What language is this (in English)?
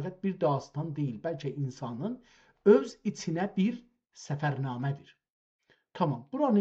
South Azerbaijani